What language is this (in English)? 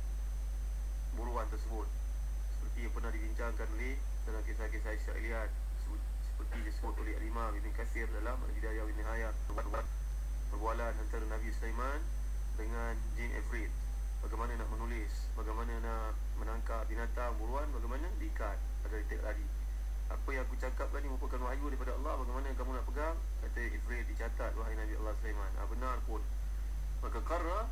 Malay